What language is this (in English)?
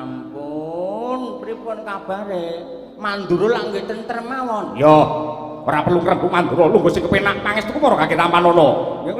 Javanese